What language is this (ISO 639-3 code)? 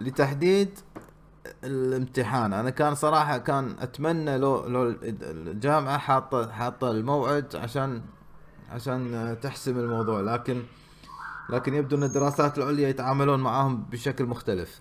afb